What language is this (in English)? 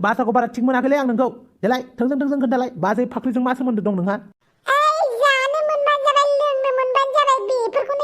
Bodo